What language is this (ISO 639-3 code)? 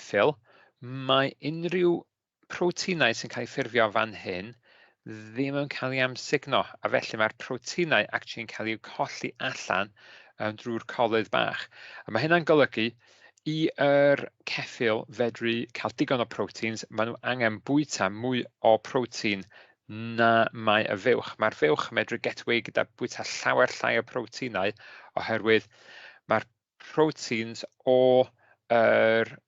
cym